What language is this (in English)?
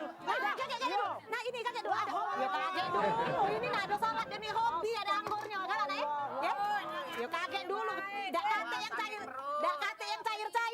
Musi